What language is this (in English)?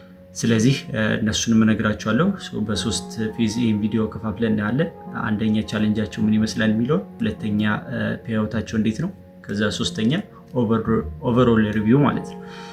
Amharic